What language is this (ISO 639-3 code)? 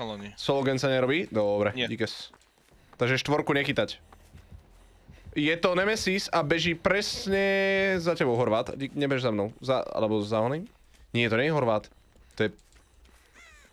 slk